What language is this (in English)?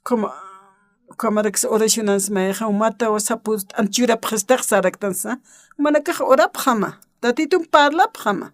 Aymara